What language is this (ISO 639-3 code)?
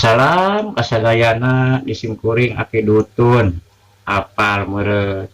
sun